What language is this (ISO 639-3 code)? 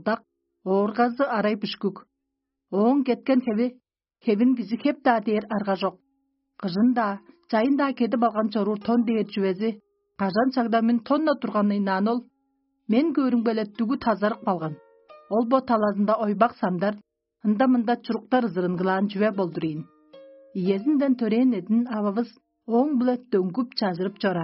tyv